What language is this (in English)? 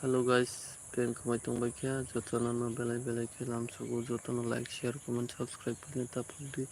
Kok Borok